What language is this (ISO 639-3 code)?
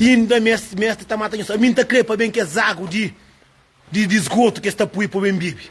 kea